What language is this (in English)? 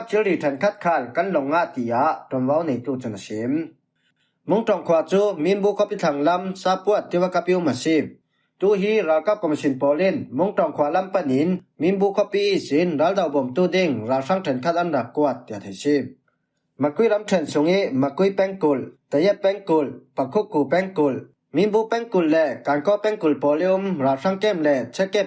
Falam Chin